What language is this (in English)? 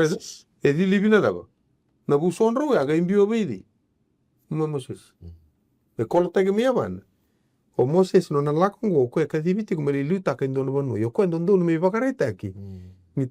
Fijian